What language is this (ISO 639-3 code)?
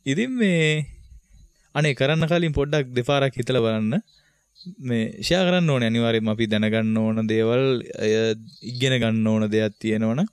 sin